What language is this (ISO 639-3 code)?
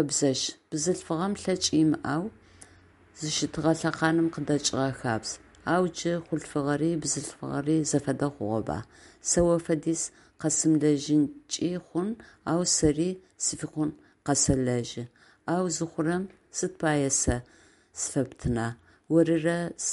ady